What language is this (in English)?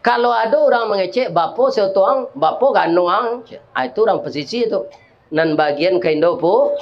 Minangkabau